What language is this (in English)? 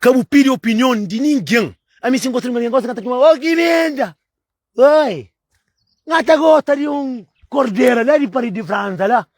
Kabuverdianu